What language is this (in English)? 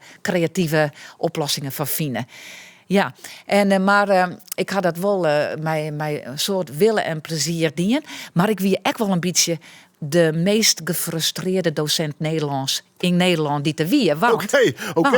Western Frisian